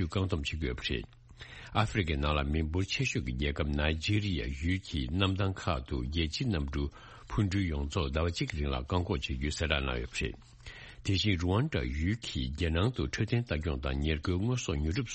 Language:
Tibetan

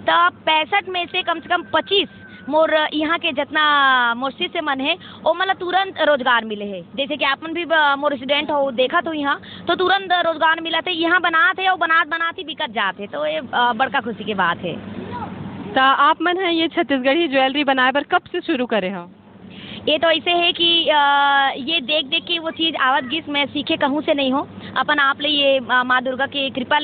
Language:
Chhattisgarhi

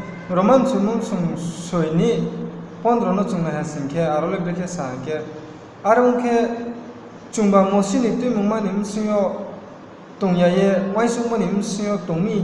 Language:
Riang (India)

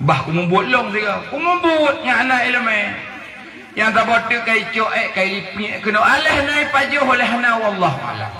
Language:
Achinese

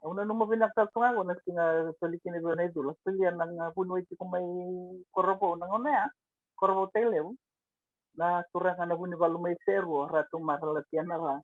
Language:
Fijian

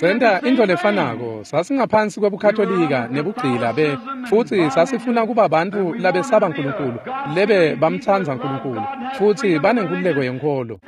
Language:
Swati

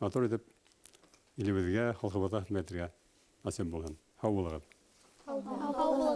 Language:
Bashkir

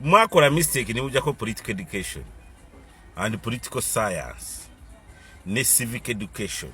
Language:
Ganda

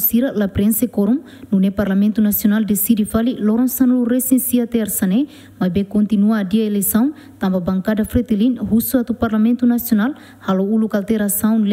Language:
Tetum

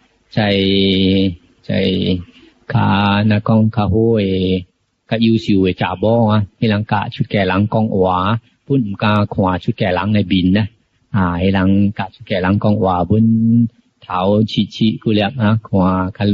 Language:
Min Nan Chinese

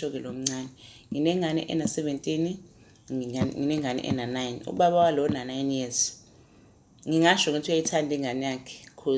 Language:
Zulu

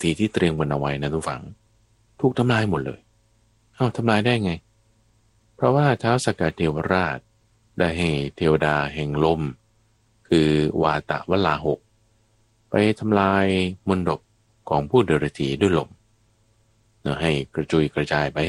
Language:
Thai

